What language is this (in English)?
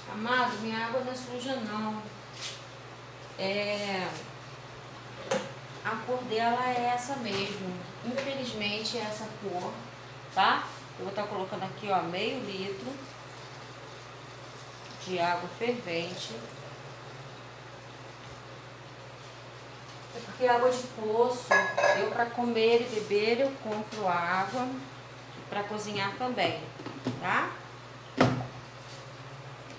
Portuguese